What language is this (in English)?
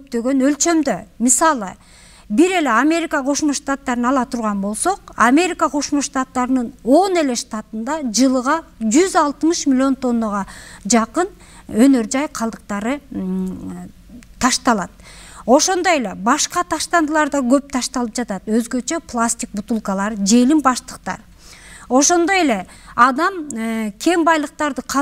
Kyrgyz